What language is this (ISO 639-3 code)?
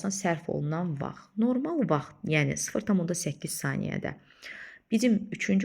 aze